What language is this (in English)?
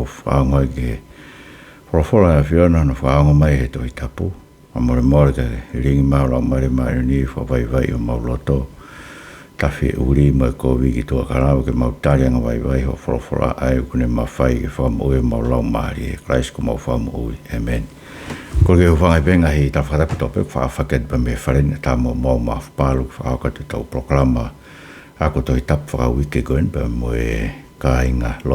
Tongan